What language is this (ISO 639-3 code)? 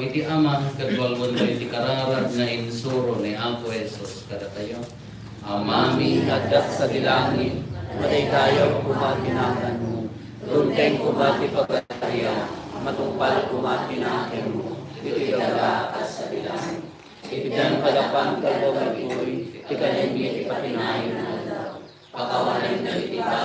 ilo